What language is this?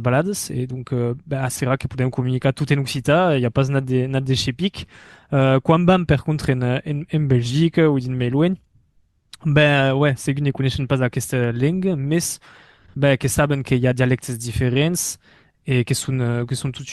Occitan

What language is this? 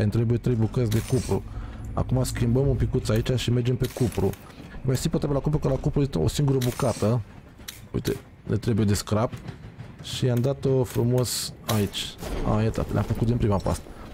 Romanian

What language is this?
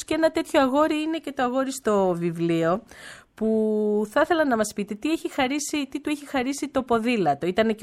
Greek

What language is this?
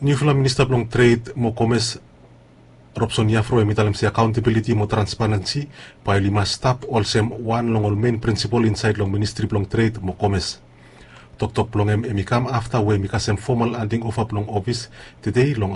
Bislama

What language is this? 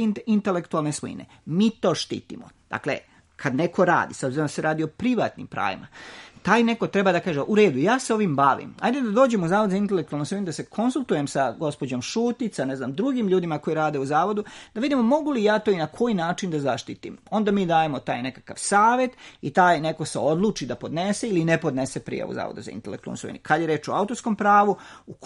Serbian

